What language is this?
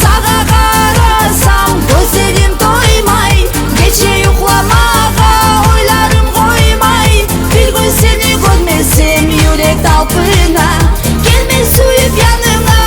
Kumyk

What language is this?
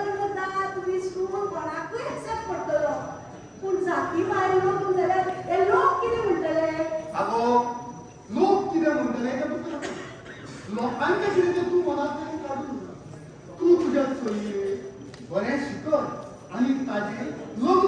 Konkani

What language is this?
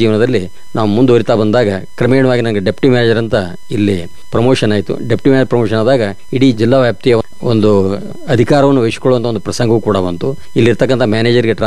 Kannada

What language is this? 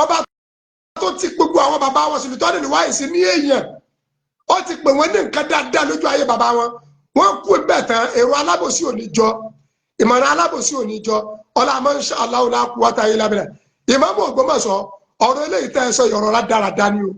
Yoruba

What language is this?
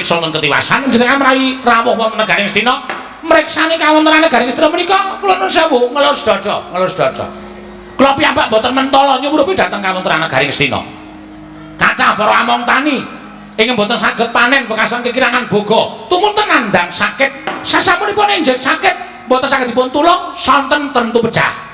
Javanese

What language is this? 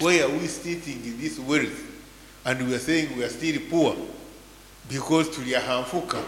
Nyankole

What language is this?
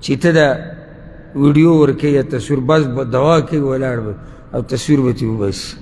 Pashto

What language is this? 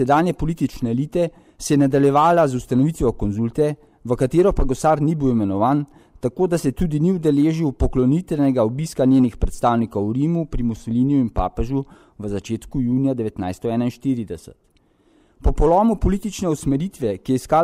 Slovenian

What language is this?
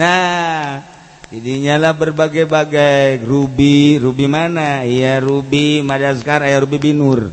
Sundanese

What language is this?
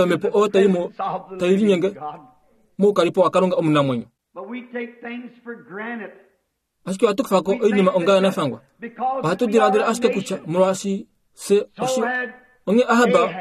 Kuanyama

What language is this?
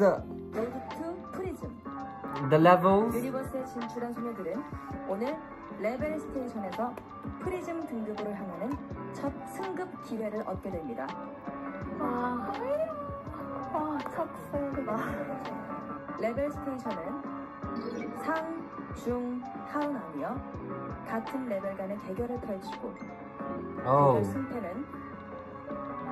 Korean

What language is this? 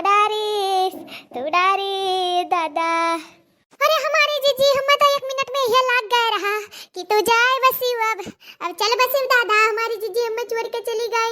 Awadhi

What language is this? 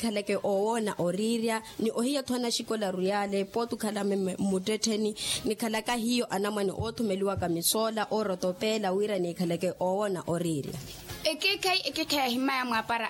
Makhuwa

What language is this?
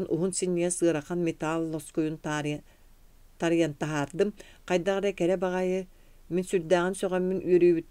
Yakut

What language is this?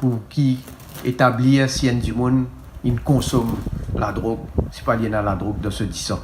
Morisyen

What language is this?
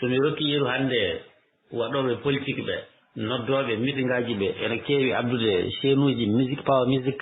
Fula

